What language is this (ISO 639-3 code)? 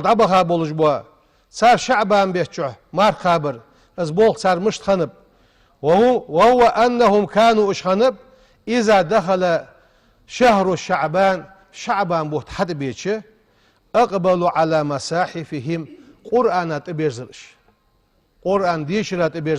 inh